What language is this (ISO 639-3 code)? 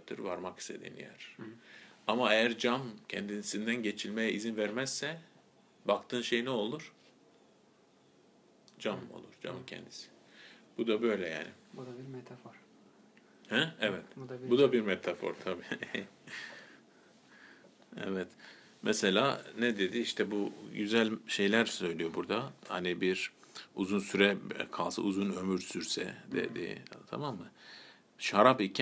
tur